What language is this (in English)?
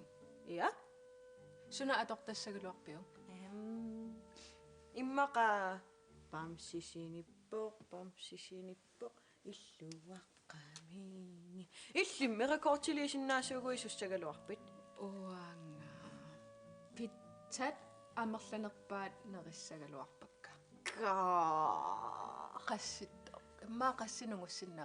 Kalaallisut